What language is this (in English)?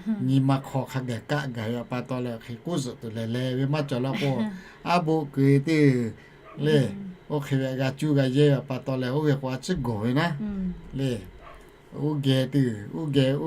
Lahu